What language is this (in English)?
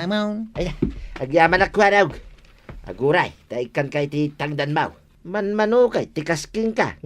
Iloko